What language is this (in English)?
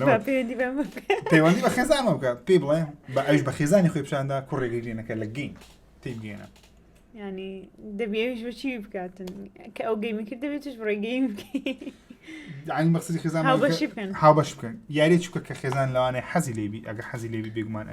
Central Kurdish